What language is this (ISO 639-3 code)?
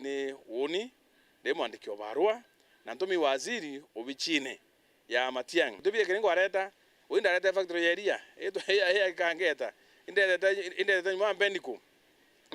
mer